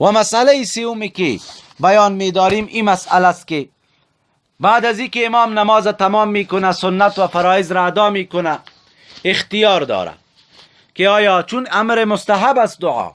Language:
Persian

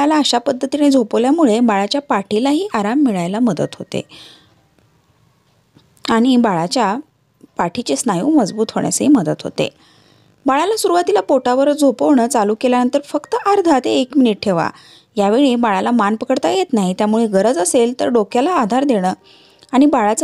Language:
Marathi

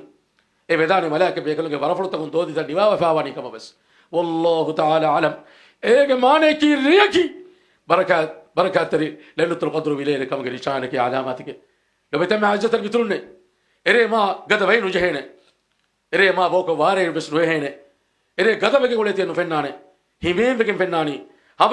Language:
Divehi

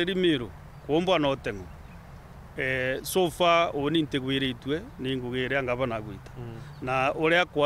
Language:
Meru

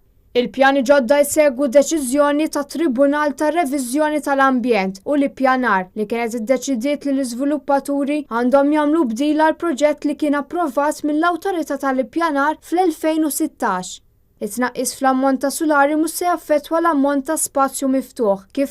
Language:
Maltese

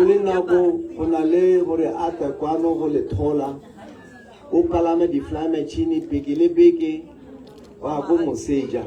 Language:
Tswana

